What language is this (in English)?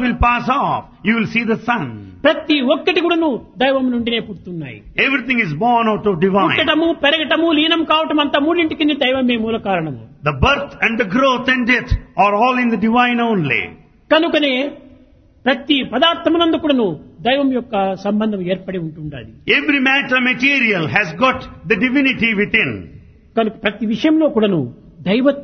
Telugu